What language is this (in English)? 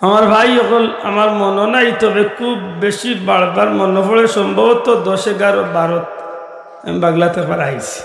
Sylheti